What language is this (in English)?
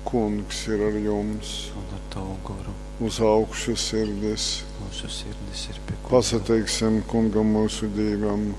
Latgalian